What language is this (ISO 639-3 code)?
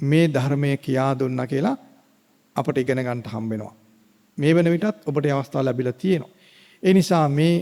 sin